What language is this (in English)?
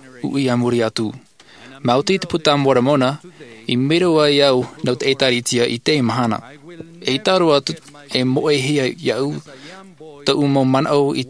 Tahitian